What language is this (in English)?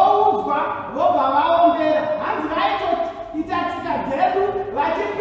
Shona